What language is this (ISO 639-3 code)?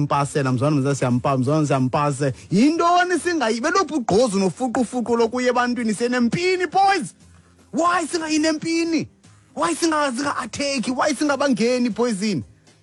xho